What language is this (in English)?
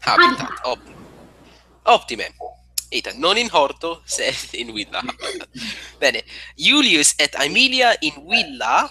Latin